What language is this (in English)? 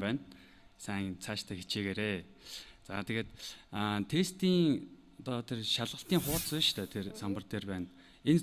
Mongolian